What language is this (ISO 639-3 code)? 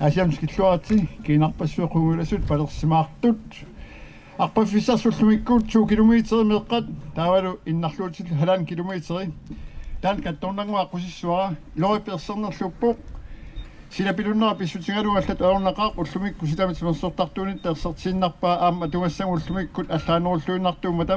kal